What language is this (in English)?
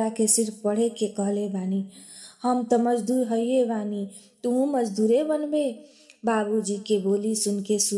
Bhojpuri